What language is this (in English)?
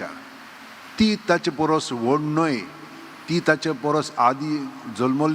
Konkani